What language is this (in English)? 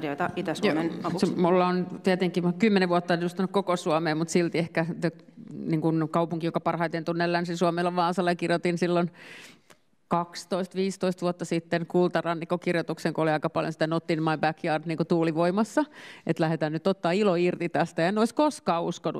Finnish